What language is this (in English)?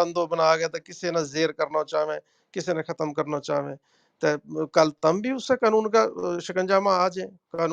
Gujari